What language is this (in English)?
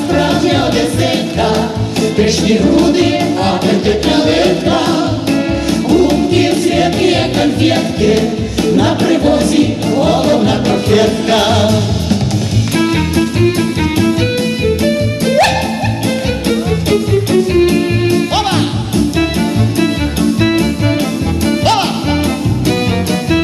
Ukrainian